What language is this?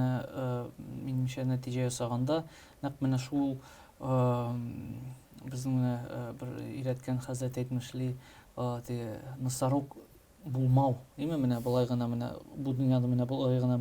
Tatar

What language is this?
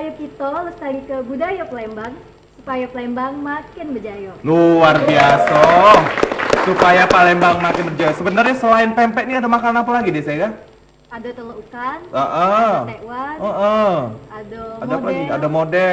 Musi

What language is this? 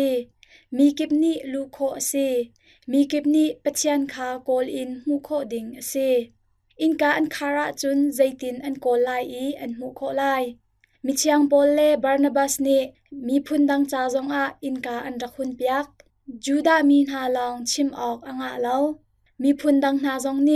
Hakha Chin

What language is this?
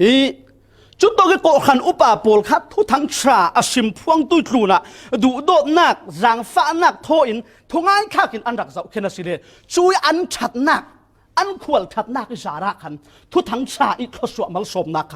Falam Chin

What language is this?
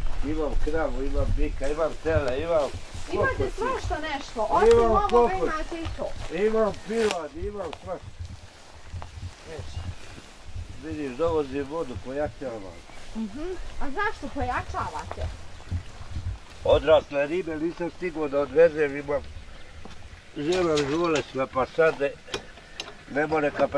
Bosnian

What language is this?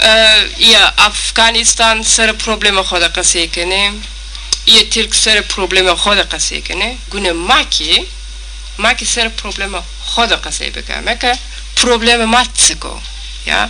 Zaza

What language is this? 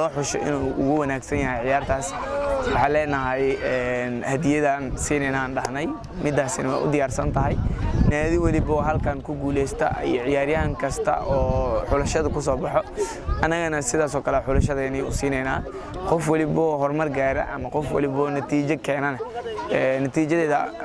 Somali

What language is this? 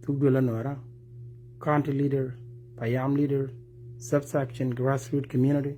Nuer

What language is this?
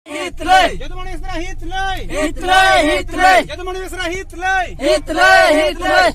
Santali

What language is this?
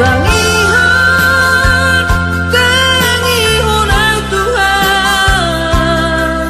Batak Simalungun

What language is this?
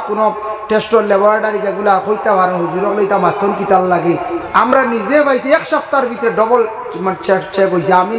Sylheti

